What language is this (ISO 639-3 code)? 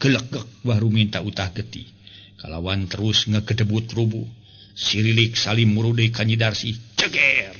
sun